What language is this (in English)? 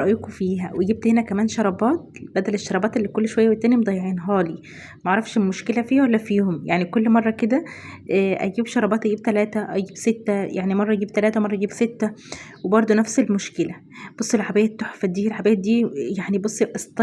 Egyptian Arabic